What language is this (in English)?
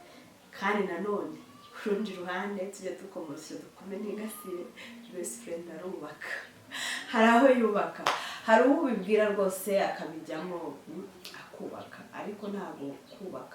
Kinyarwanda